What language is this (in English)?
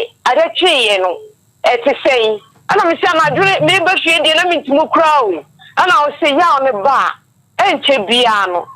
Akan